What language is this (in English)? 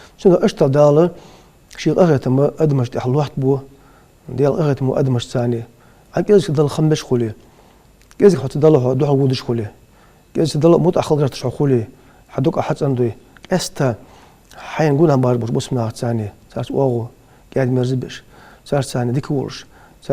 Ingush